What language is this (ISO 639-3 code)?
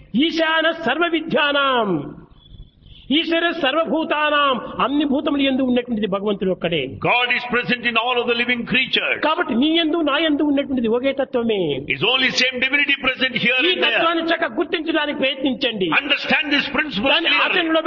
tel